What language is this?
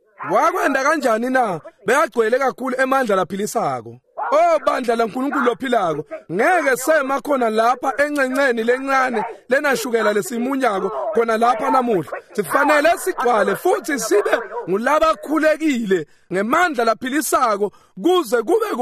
Swati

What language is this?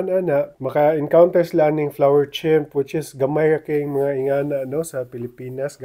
Cebuano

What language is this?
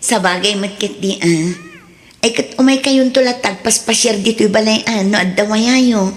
Iloko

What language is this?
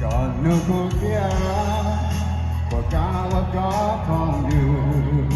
Hmong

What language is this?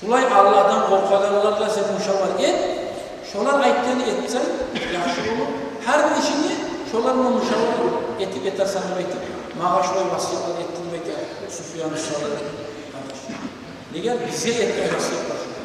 Kumyk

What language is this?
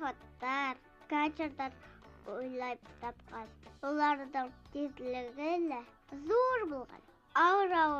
Bashkir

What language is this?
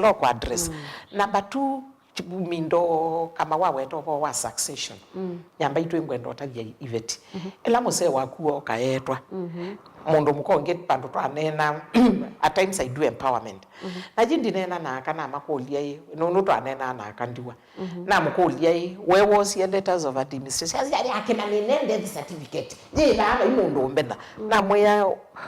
Kamba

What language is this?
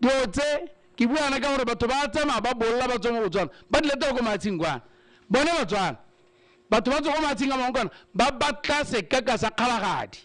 Tswana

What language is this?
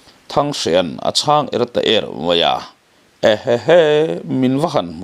Mizo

